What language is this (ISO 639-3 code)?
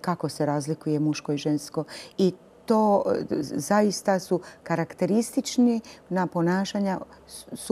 hrv